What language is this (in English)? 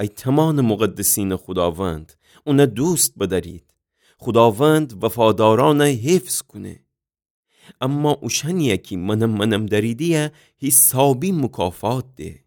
Gilaki